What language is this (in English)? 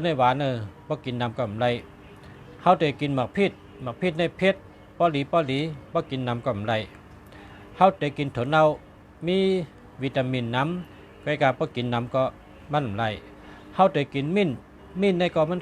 Shan